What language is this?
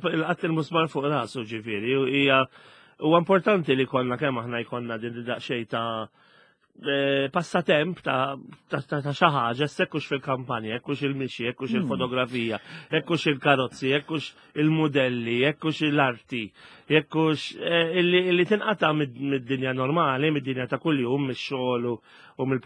Maltese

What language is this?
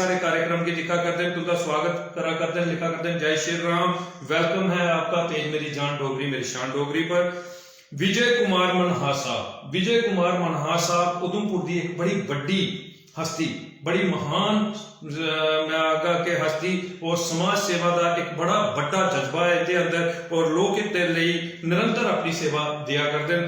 Dogri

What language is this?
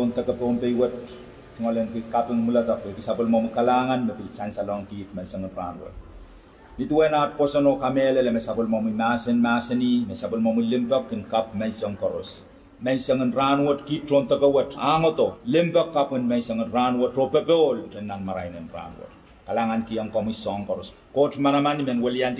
Pohnpeian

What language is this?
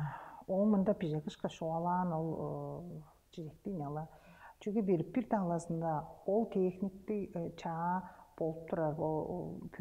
Tuvinian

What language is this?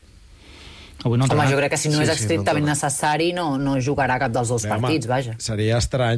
Catalan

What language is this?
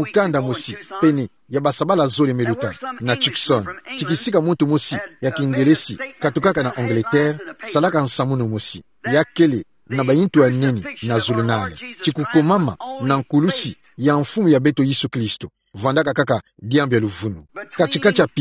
Kituba (Democratic Republic of Congo)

